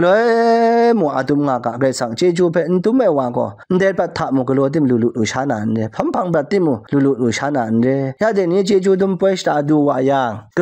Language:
Kachin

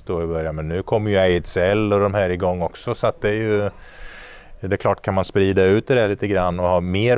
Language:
Swedish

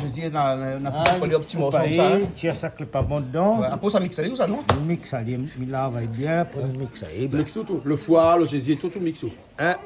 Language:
Réunion Creole French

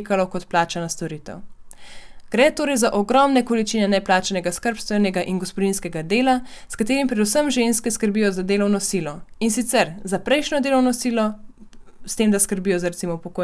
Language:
Slovenian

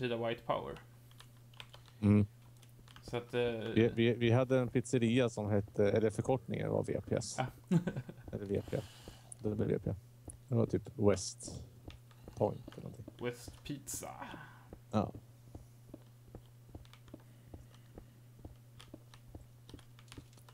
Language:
Swedish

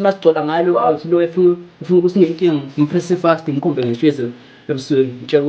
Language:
Zulu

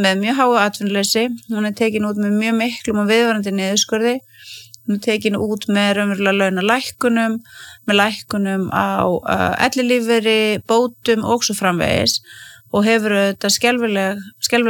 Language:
Icelandic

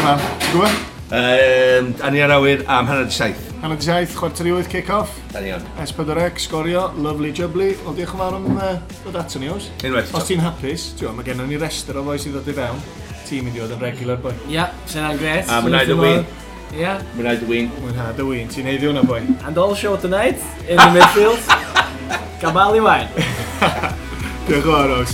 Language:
Welsh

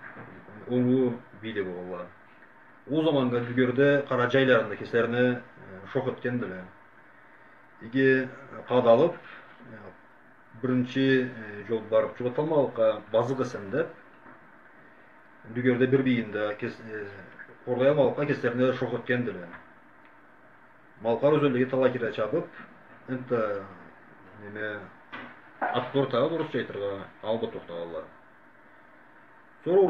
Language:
Karachay-Balkar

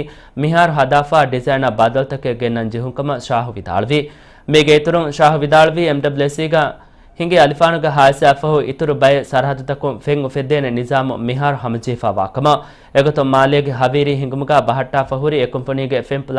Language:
Divehi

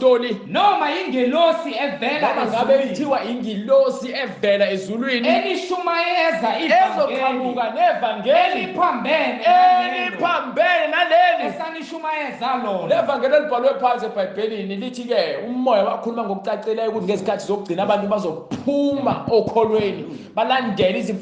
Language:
Zulu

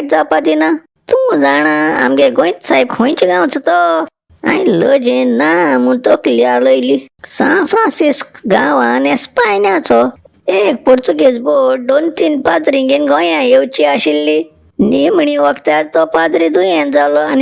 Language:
Konkani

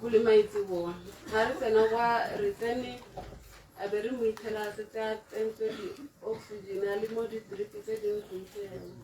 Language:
Tswana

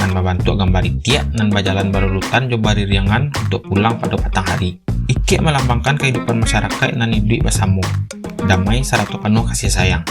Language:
Minangkabau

